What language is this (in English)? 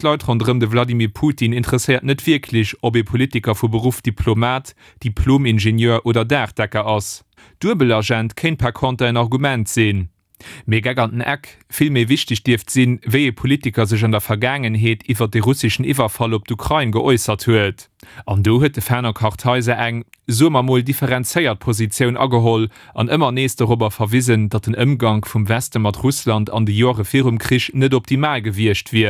Luxembourgish